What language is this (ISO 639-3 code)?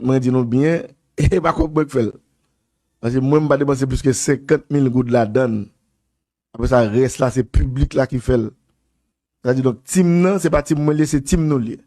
hat